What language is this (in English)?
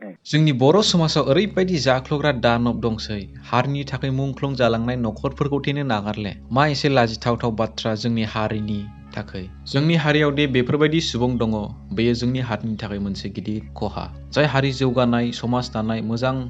Bodo